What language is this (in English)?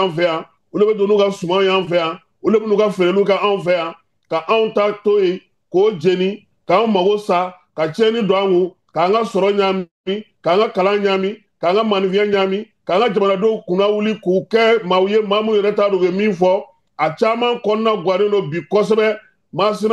Bambara